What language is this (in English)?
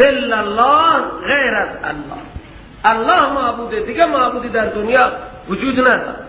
Persian